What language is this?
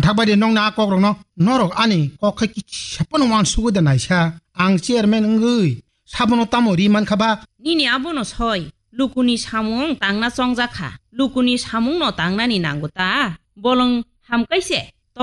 Kok Borok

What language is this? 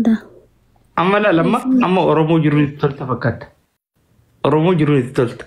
Oromo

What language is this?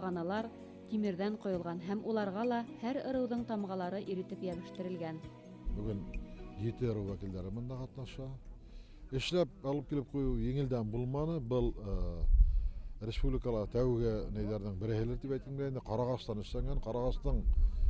Bashkir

